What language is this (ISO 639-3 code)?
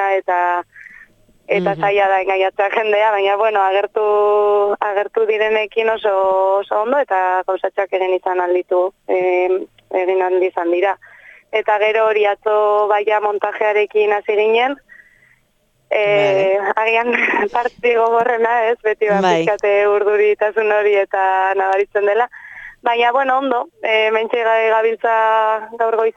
eus